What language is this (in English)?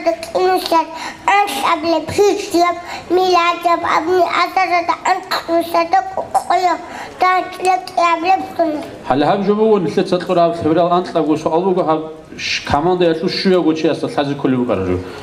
Avaric